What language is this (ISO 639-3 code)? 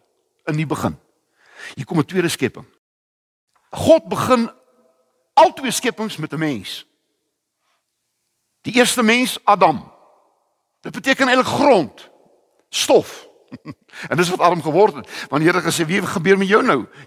afr